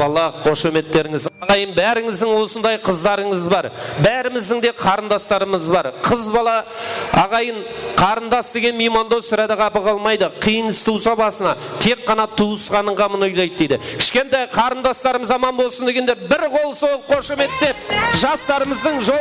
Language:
Kara-Kalpak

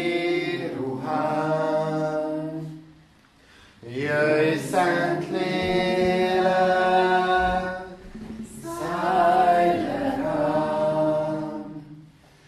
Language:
Hungarian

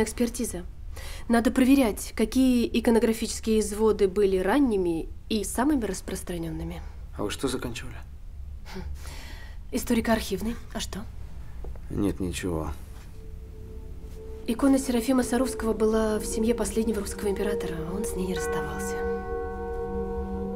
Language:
Russian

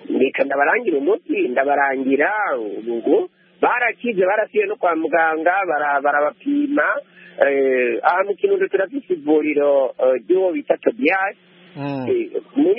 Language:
Rundi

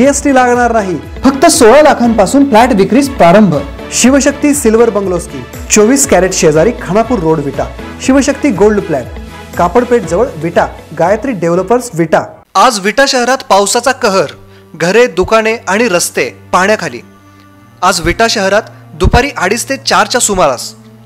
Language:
Marathi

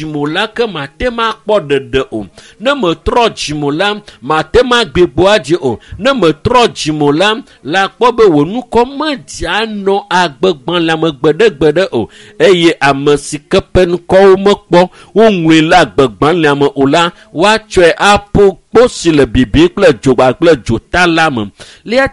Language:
Ewe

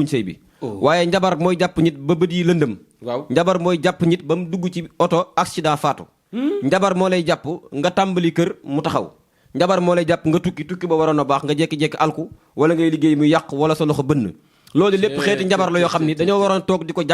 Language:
Wolof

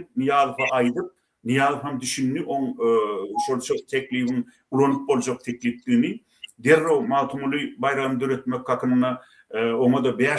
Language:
Turkmen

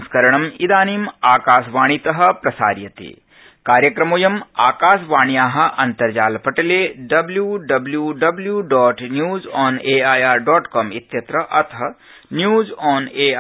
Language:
Sanskrit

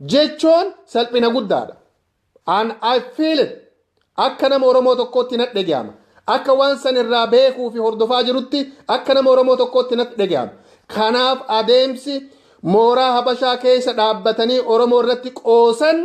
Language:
Oromo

